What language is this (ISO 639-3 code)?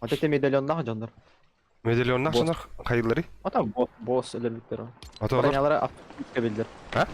sah